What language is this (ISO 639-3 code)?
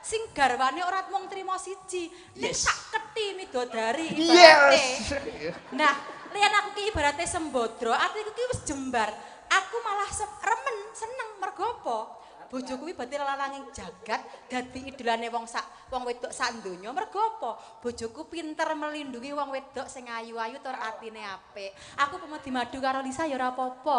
jav